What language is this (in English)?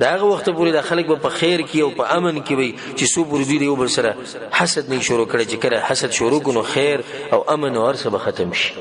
Pashto